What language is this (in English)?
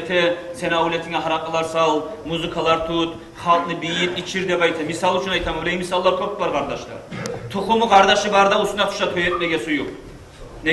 Kumyk